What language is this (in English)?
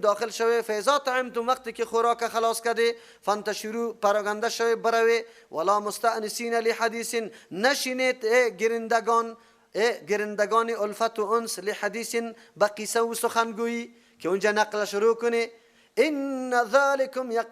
Persian